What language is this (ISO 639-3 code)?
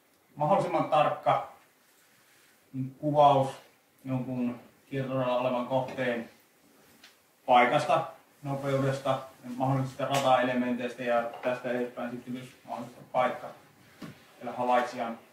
fin